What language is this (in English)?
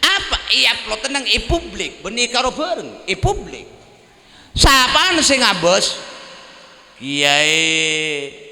Madurese